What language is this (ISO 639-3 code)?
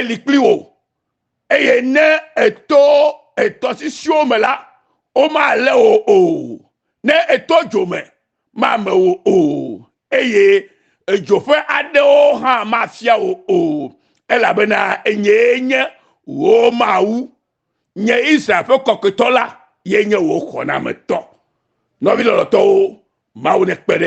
ewe